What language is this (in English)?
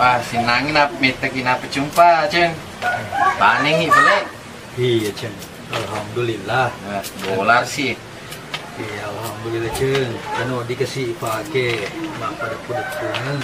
Buginese